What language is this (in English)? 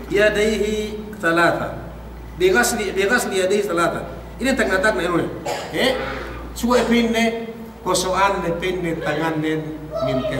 Yakan